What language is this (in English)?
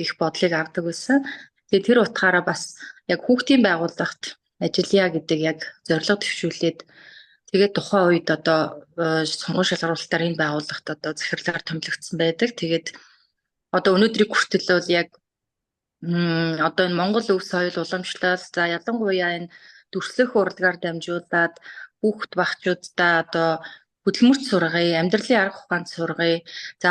Mongolian